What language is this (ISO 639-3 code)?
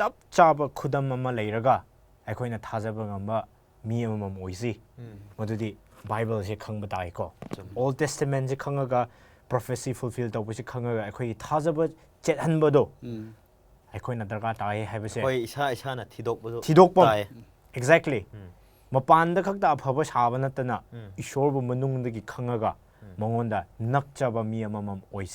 mni